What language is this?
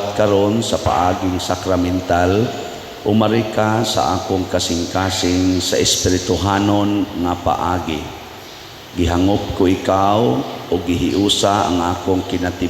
Cebuano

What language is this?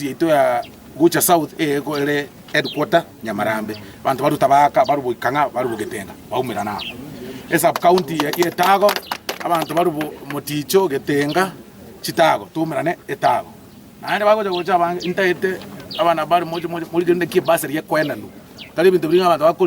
Gusii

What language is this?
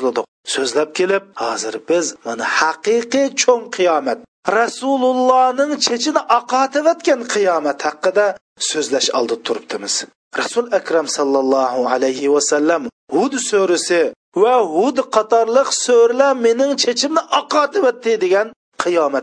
Uyghur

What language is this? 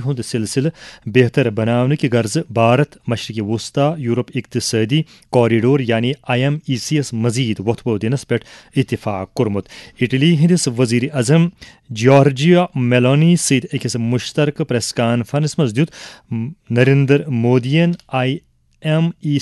Kashmiri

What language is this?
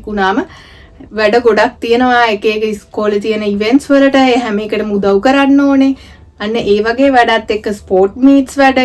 Sinhala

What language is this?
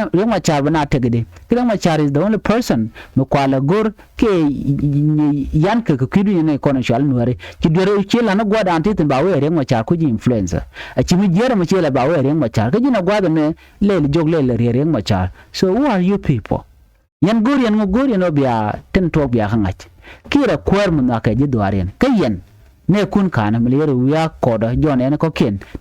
Nuer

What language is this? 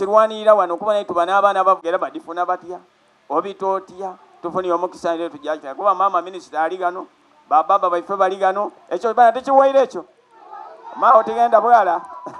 Soga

